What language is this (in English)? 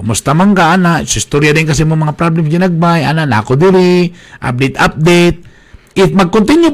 Cebuano